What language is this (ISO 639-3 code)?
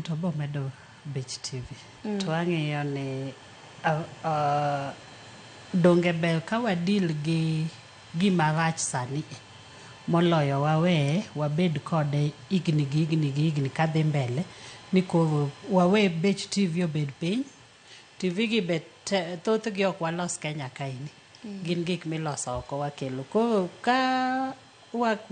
luo